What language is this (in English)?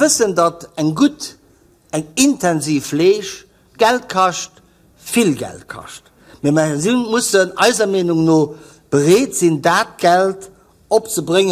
Luxembourgish